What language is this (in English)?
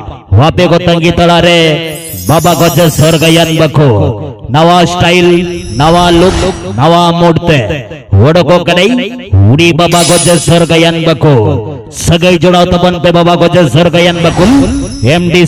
Santali